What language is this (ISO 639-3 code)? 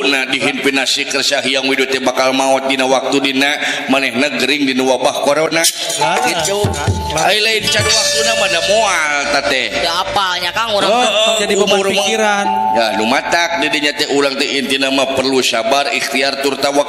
sun